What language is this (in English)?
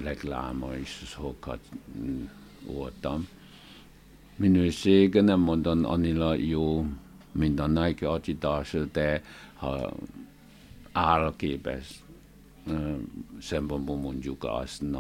Hungarian